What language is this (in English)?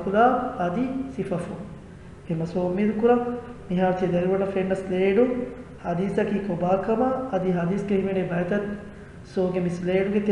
Divehi